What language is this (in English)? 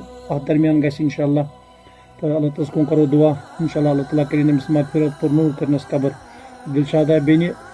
Kashmiri